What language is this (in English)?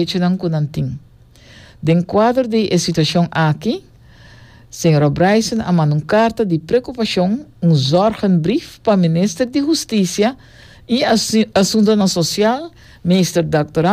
Papiamento